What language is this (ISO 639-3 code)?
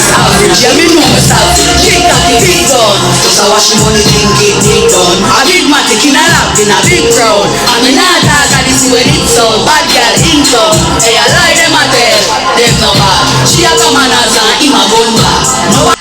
jam